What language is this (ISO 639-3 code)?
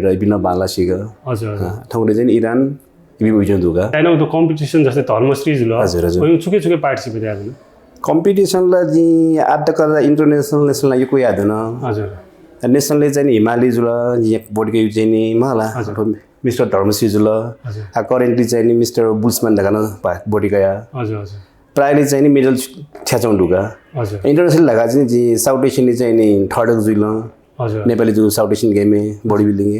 new